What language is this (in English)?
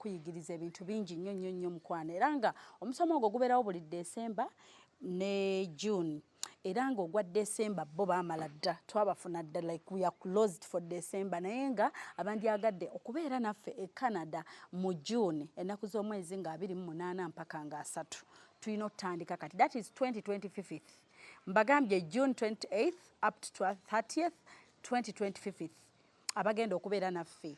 Ganda